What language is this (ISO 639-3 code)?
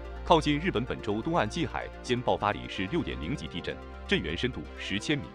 zho